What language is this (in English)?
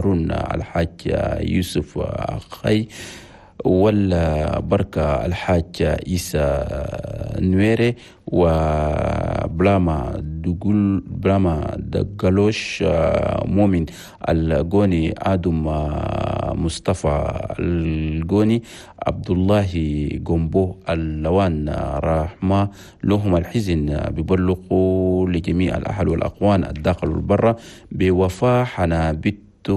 Chadian Arabic